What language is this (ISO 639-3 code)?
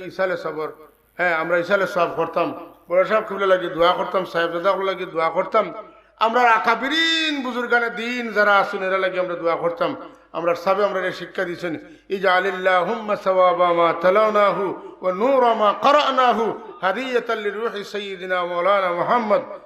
syl